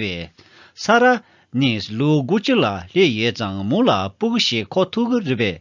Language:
Tibetan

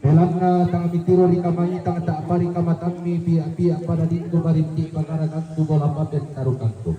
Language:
Toraja-Sa'dan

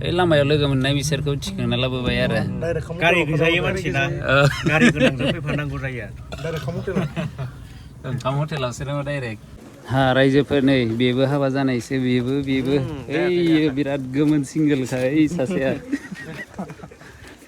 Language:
Bodo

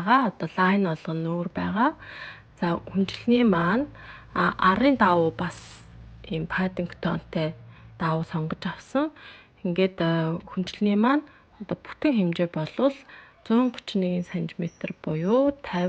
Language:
Mongolian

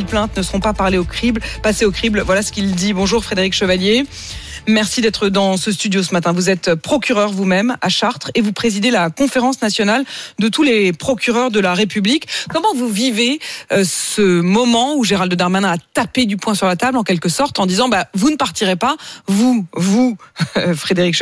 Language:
French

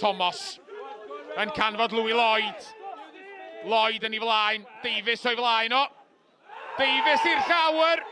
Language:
Welsh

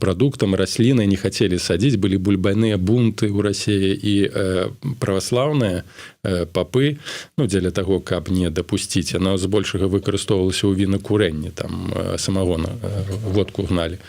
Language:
Belarusian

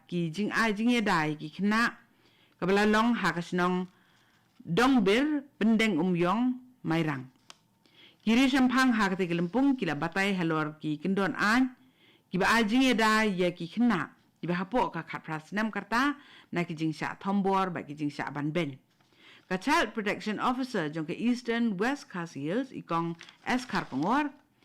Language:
Khasi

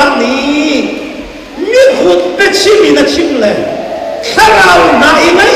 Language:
Hakha Chin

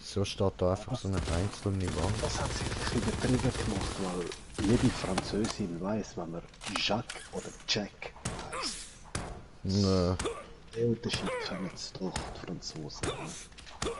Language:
Swiss German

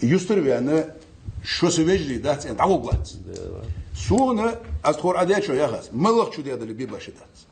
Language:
Ingush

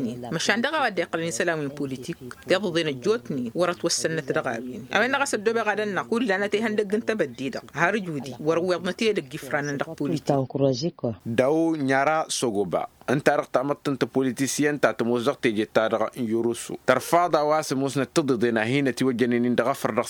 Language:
Tamasheq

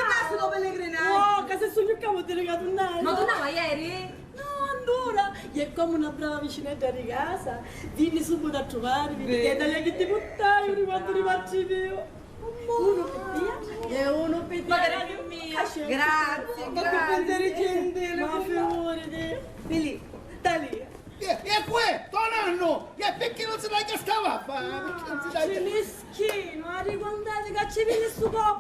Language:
Sicilian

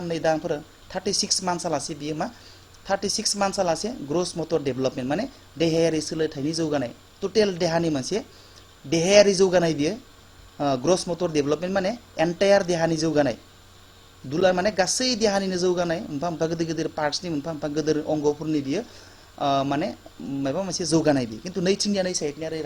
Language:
Bodo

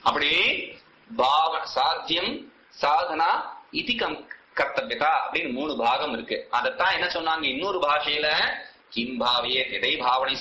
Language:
Tamil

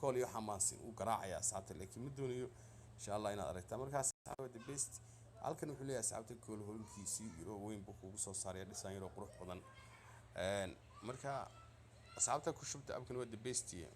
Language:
Somali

